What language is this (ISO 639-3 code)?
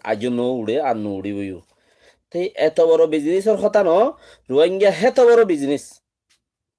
rhg